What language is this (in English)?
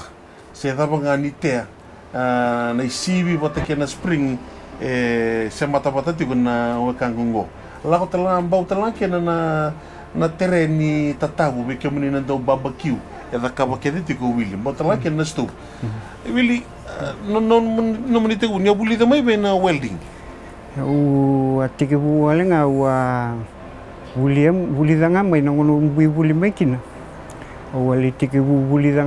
Fijian